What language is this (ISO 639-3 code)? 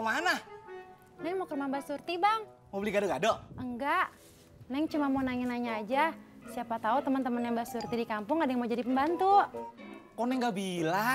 bew